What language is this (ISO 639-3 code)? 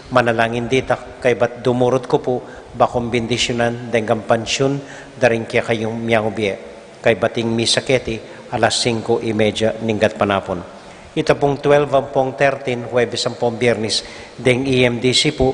pam